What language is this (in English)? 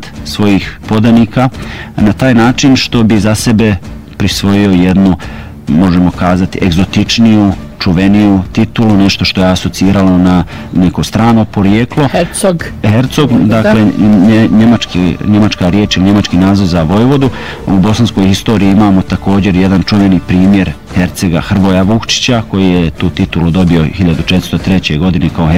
Bosnian